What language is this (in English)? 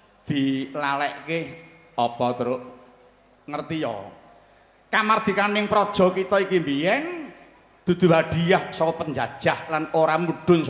Javanese